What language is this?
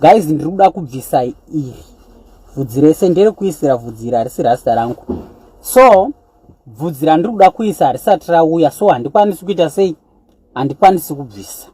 Shona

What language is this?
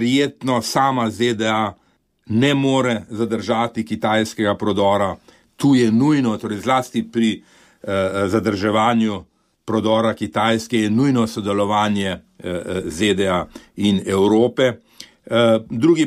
Slovenian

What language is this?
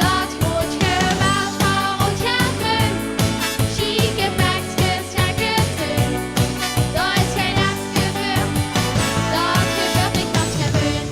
Limburgish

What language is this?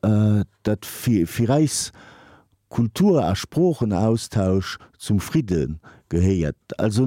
Luxembourgish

